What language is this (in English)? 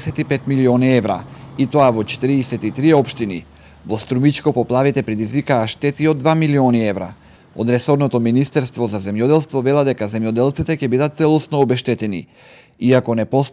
Macedonian